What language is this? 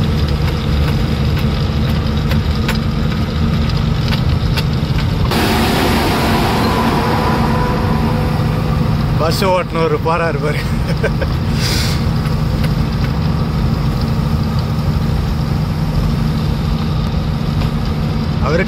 Tamil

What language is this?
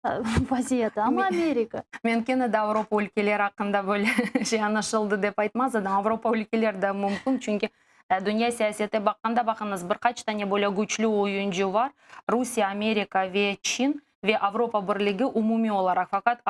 Crimean Tatar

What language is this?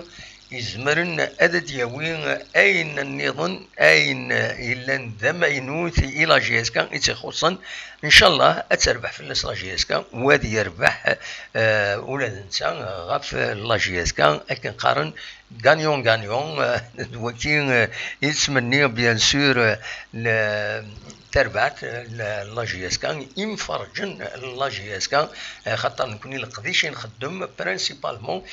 Kabyle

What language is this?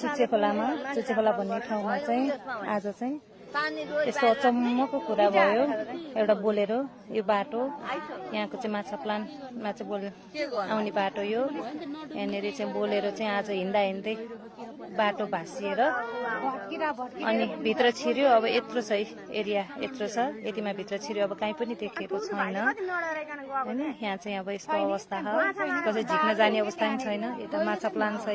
Nepali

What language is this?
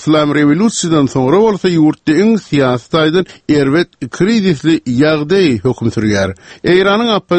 Turkmen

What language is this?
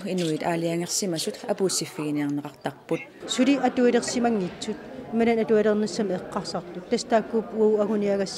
Kalaallisut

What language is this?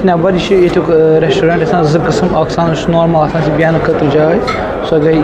Kashmiri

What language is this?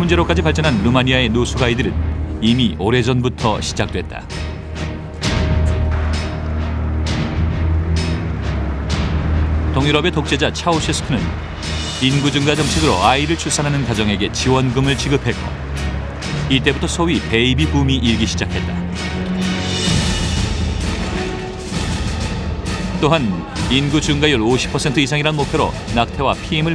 Korean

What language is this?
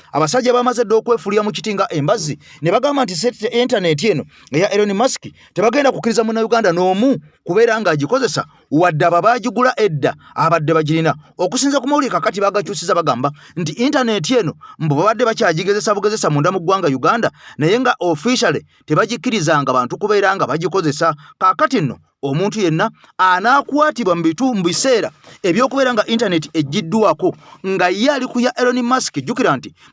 Ganda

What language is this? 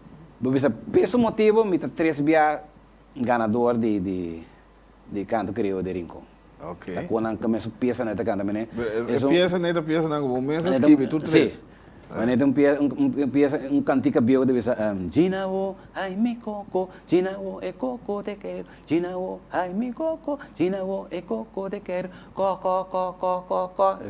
Papiamento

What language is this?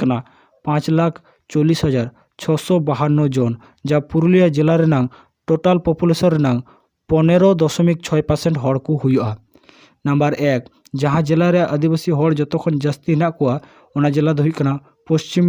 Santali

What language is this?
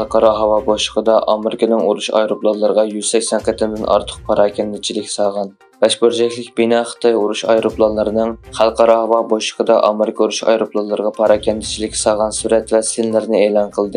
Uyghur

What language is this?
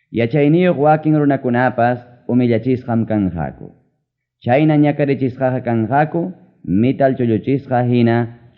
Ayacucho Quechua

